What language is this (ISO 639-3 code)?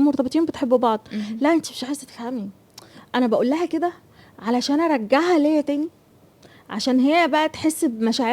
arz